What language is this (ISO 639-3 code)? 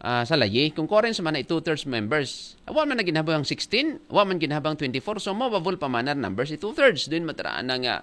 akl